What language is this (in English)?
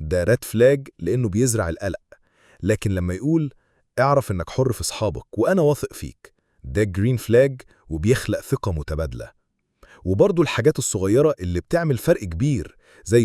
Egyptian Arabic